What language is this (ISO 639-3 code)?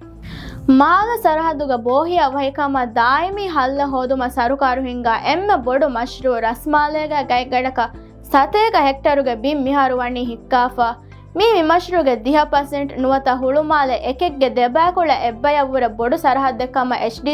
div